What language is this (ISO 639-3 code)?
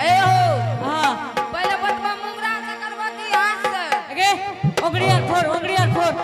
anp